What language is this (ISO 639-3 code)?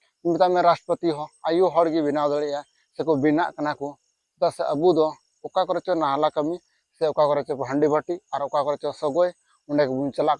sat